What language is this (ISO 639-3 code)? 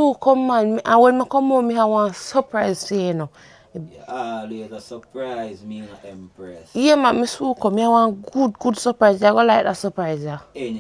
jam